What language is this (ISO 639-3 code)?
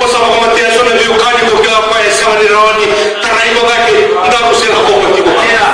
fij